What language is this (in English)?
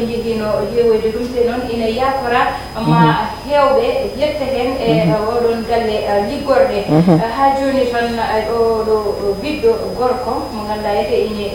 Fula